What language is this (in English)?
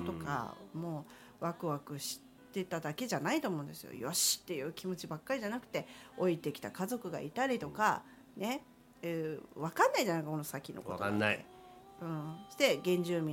Japanese